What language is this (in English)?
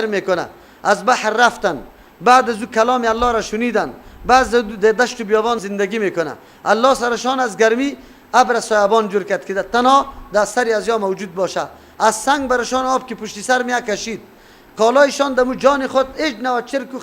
Persian